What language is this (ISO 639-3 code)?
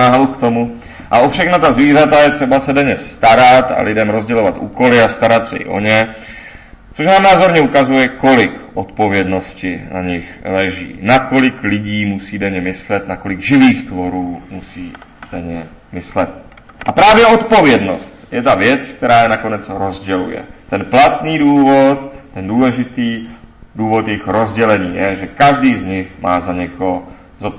ces